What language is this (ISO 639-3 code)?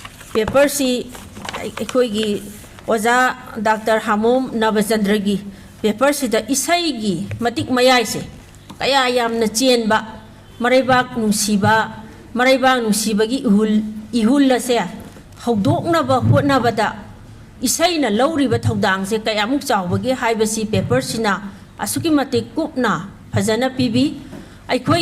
mni